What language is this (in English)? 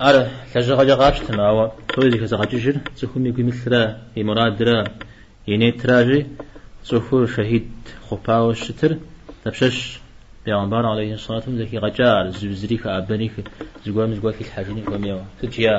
Kabardian